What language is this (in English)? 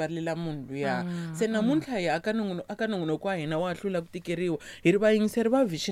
Tsonga